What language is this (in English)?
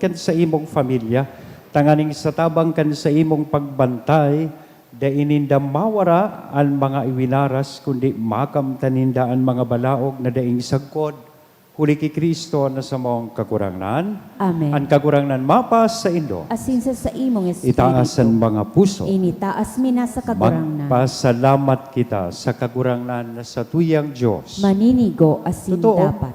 Bikol